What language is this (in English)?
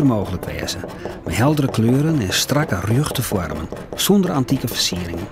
Western Frisian